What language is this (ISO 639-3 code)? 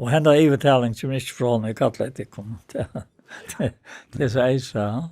fao